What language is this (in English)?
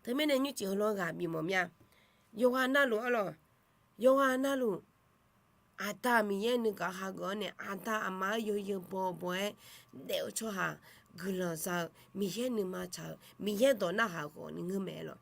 Akha